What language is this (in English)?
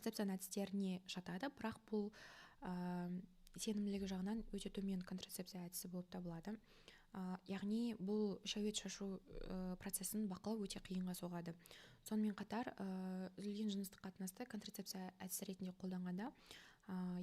Kazakh